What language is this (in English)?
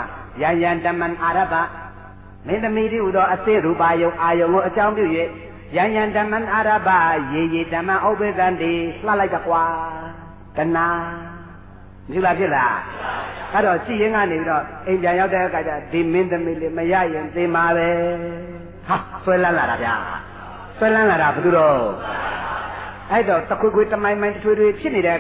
Burmese